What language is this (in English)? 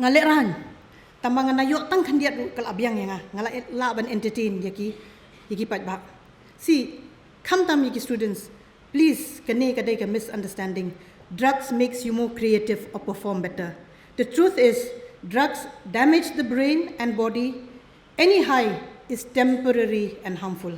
Khasi